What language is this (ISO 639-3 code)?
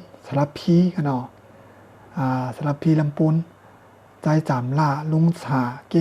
shn